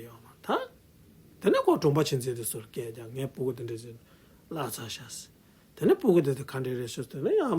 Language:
Tibetan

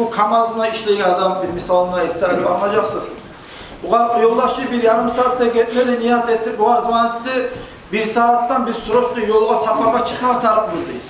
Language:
Kumyk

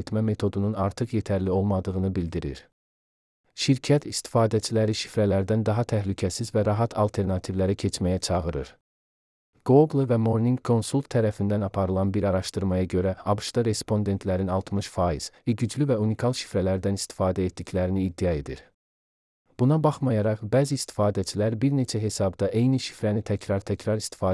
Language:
Azerbaijani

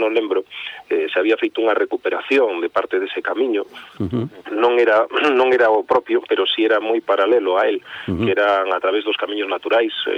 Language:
Galician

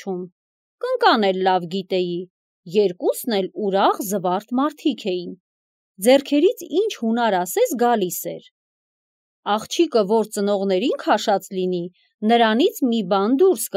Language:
Armenian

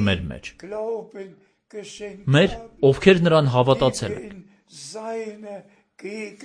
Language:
Armenian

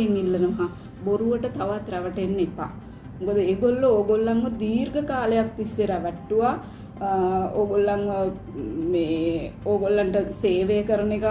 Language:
Sinhala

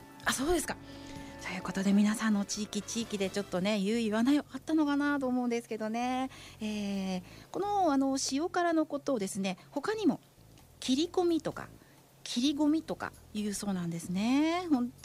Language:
Japanese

